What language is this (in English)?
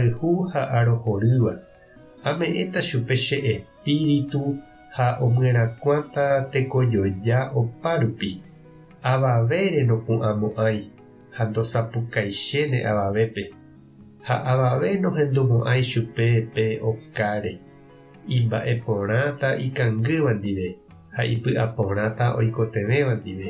Guarani